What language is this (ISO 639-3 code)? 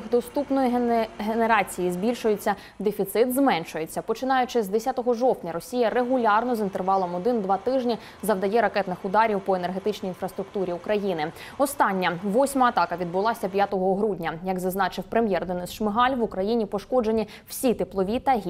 ukr